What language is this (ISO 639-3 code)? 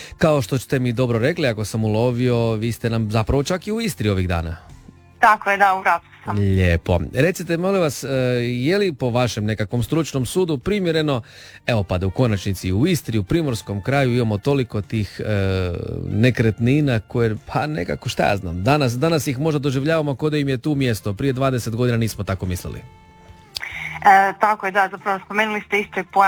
hrv